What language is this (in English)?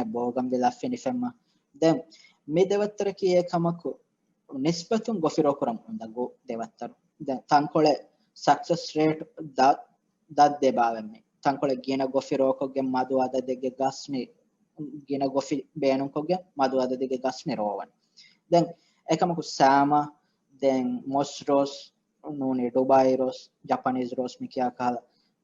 Divehi